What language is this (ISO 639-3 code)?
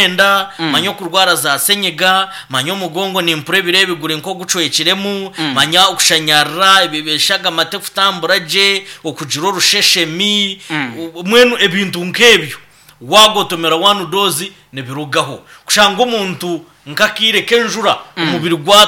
nyn